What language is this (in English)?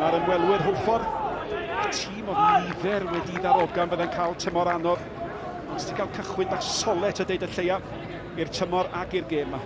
Welsh